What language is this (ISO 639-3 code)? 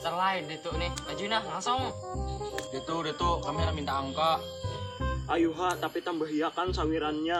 bjn